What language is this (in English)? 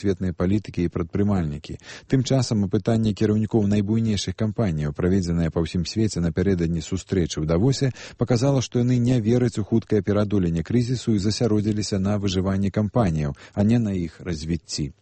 Belarusian